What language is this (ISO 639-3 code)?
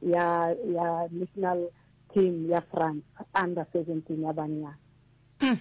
nso